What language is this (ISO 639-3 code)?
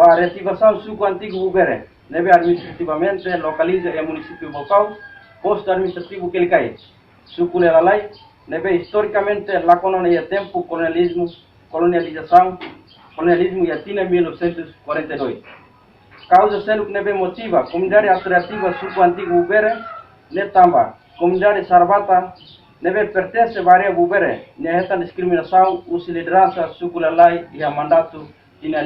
tet